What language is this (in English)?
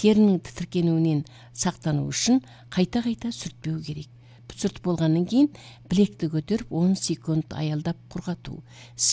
Kazakh